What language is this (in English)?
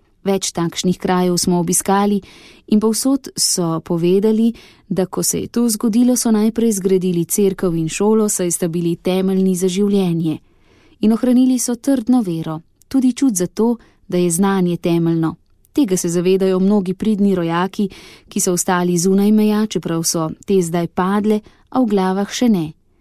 Slovenian